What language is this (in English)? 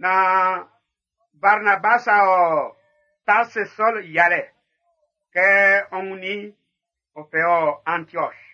Baoulé